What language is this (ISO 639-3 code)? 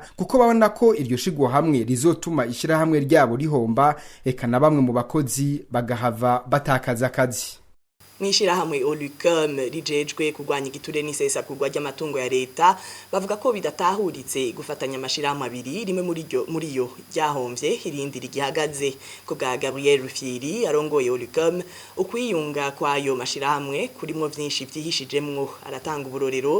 run